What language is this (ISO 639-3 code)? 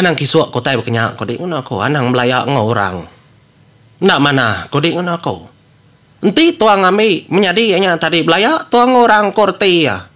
iba